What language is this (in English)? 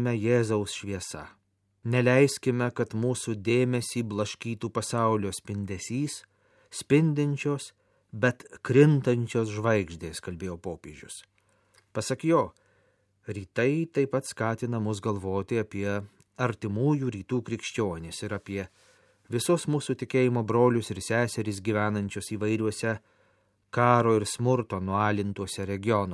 Lithuanian